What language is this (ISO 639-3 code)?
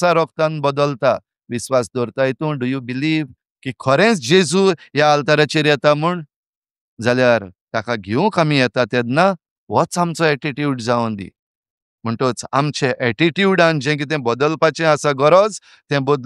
kok